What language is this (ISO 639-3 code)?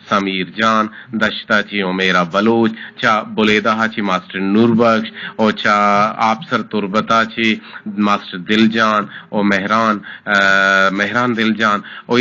bgp